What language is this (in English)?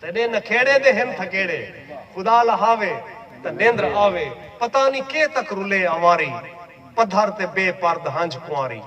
Saraiki